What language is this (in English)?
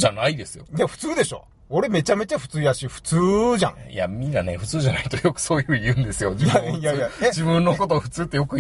Japanese